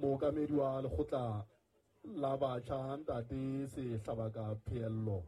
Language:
Southern Sotho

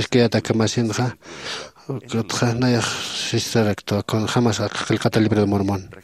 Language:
Aymara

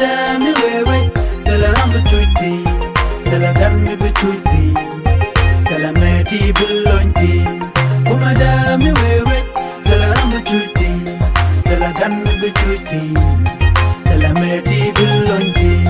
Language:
Nuer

